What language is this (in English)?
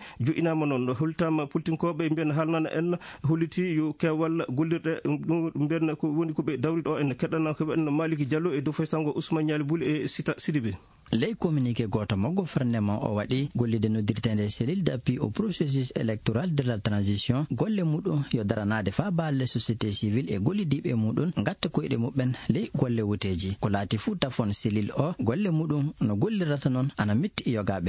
Fula